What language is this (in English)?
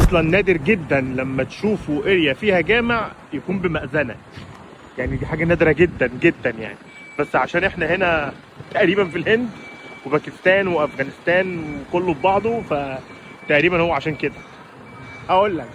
Egyptian Arabic